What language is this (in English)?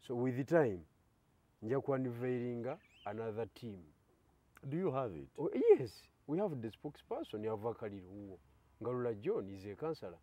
Ganda